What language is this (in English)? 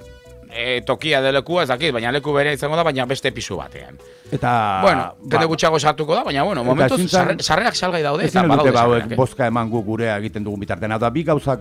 Basque